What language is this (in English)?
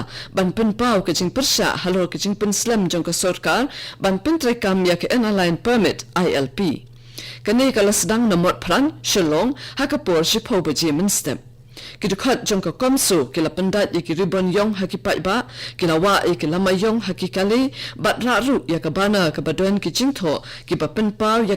Khasi